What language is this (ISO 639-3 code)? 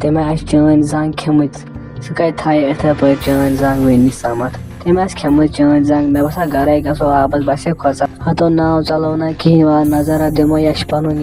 kas